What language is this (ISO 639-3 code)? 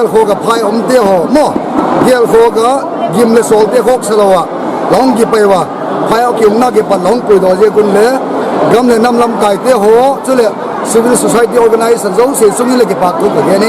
pck